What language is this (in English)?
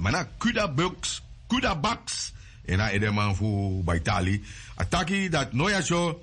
Sranan Tongo